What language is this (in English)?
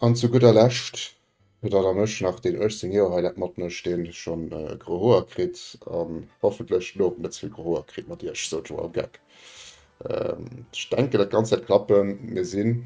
Luxembourgish